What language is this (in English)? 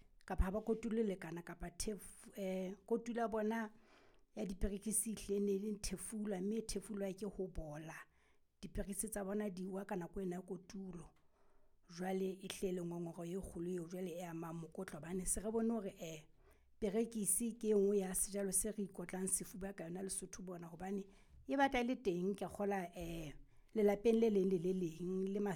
Southern Sotho